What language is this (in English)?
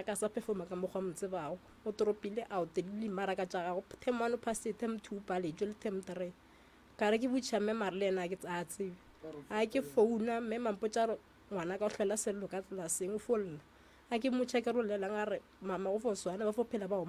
Northern Sotho